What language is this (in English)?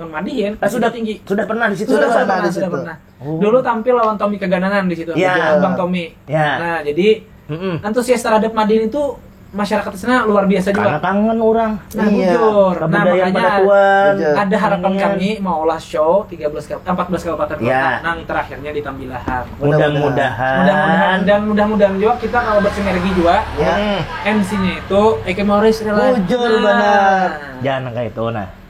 Banjar